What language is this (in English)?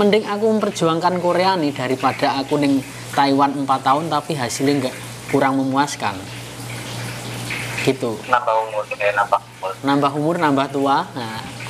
Indonesian